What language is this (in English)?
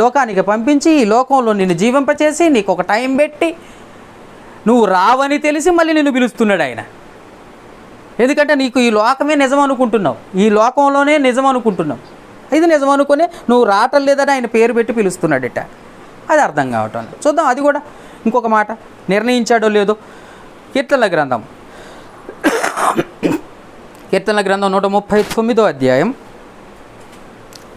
Telugu